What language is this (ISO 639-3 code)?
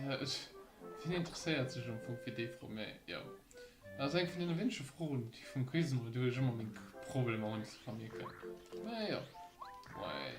ltz